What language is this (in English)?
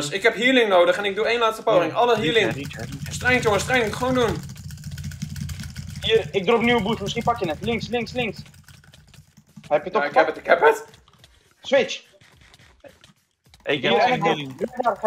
Dutch